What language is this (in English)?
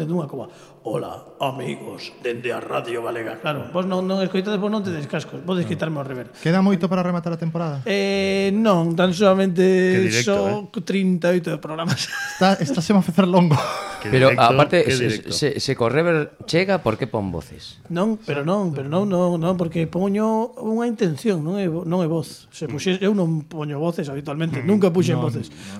Galician